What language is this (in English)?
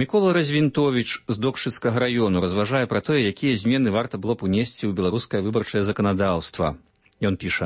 Belarusian